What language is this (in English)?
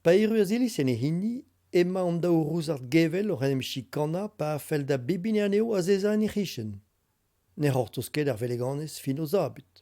Breton